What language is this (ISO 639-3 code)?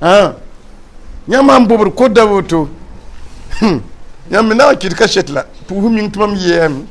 mos